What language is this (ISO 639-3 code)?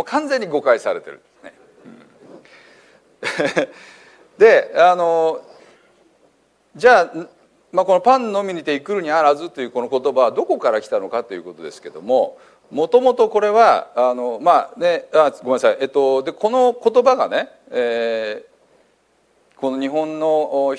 jpn